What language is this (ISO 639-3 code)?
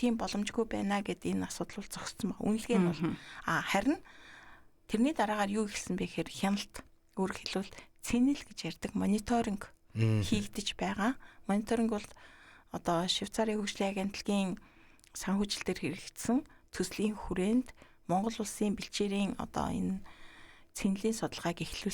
mon